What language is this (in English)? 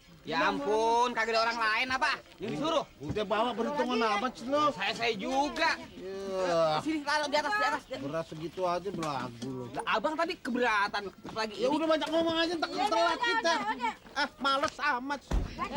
Betawi